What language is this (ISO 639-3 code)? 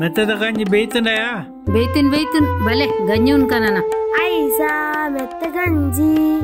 tcy